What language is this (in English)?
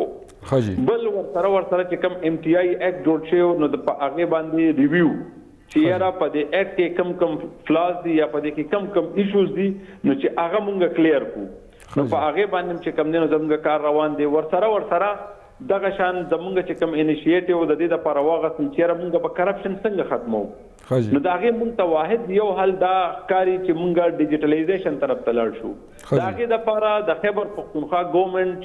Pashto